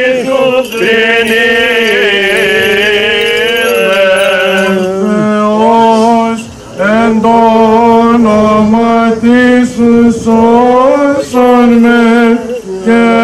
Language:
Greek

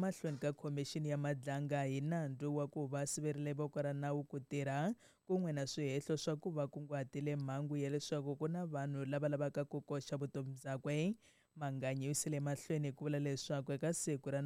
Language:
Tsonga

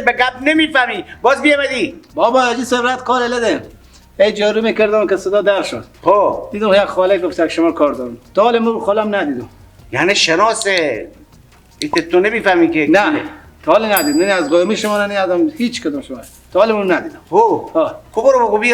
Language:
Persian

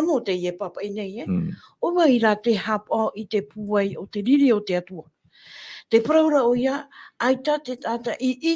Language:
Tahitian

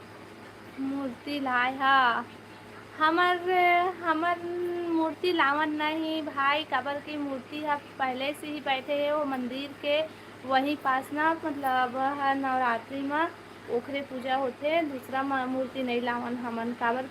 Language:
Chhattisgarhi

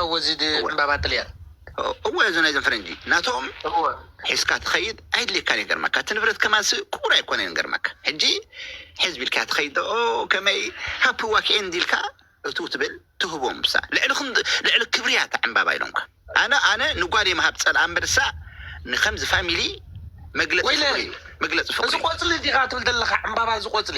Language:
Tigrinya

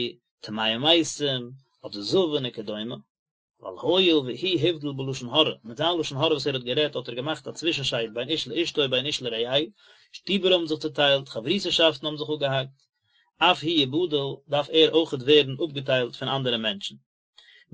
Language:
Yiddish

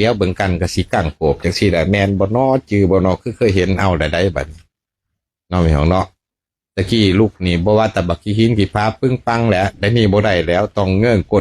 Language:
Lao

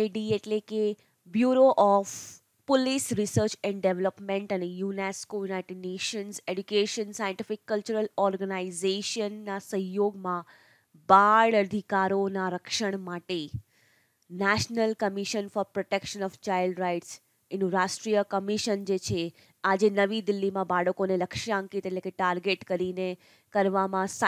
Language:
Gujarati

